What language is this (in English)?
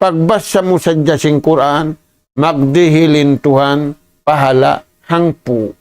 Tausug